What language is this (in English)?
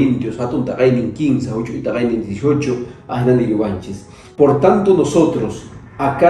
Quechua